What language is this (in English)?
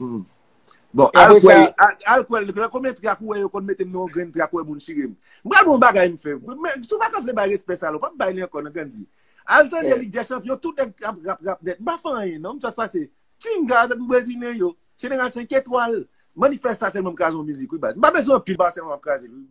Haitian Creole